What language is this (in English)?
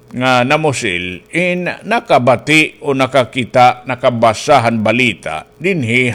Waray